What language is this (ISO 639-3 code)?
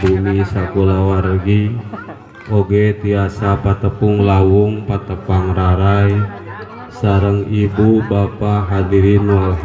sun